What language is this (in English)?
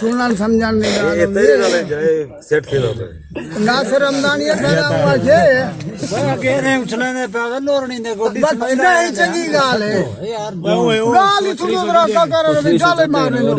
Saraiki